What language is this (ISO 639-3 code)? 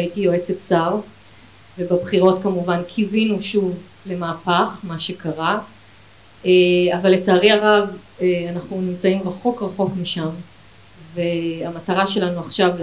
heb